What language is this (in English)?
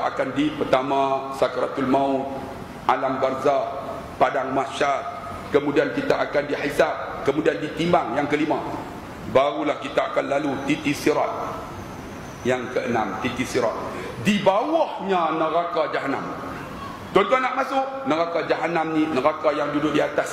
Malay